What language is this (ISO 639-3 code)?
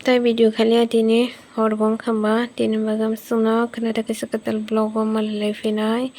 trp